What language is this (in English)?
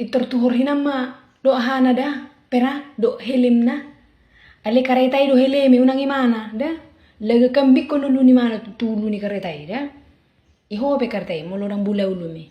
Batak Toba